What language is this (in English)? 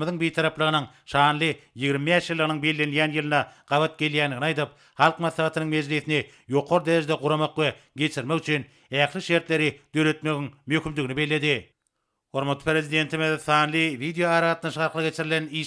Turkmen